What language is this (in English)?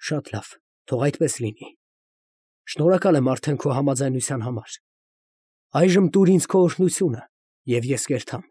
Armenian